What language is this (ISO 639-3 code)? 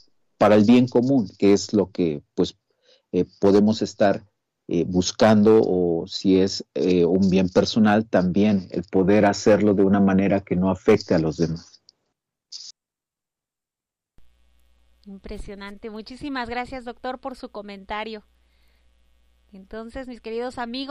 spa